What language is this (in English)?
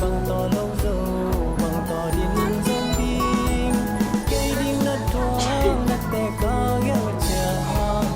Tedim Chin